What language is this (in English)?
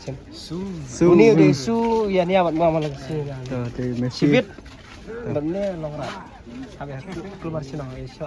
Khasi